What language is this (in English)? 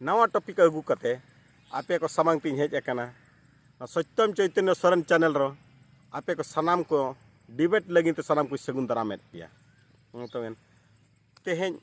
Santali